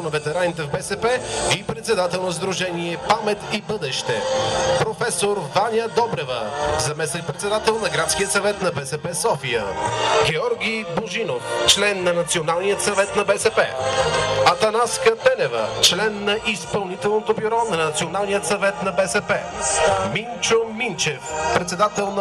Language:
Bulgarian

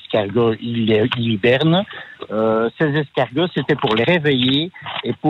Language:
French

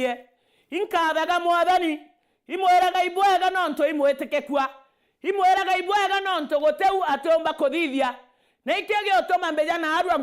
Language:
Meru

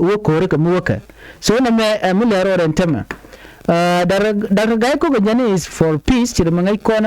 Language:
Nuer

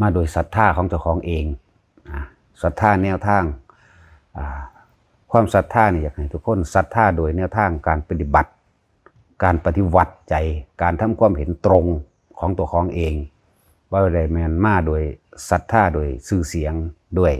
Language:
Northeastern Thai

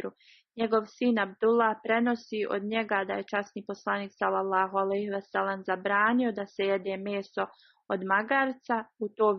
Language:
Bosnian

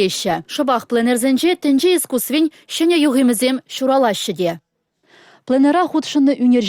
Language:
Chuvash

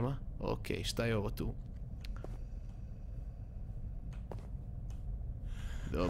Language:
Croatian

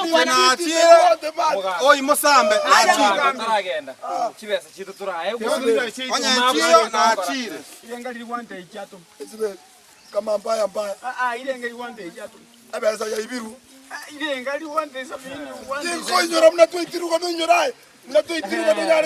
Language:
Gusii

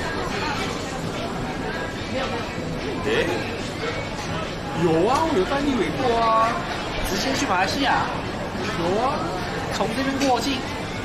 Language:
Chinese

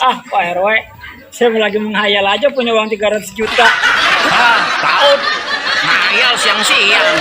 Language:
Betawi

